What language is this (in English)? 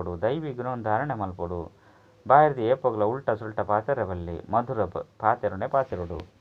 Tulu